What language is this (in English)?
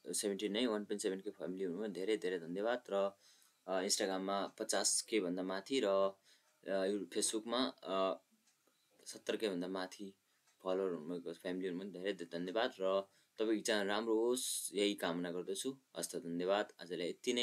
Nepali